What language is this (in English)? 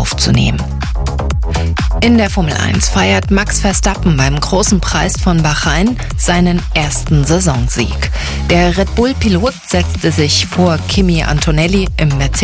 German